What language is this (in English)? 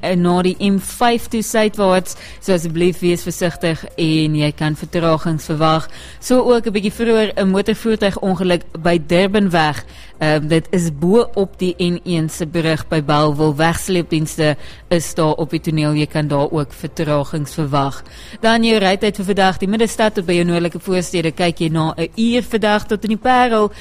Afrikaans